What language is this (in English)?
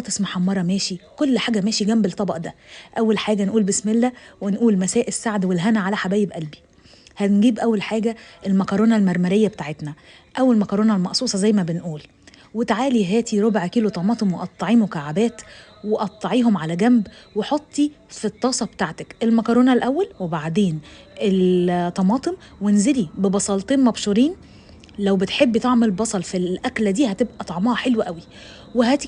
Egyptian Arabic